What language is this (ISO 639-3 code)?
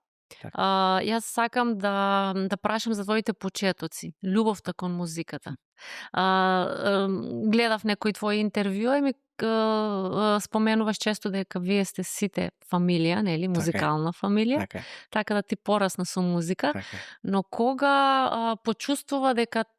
mkd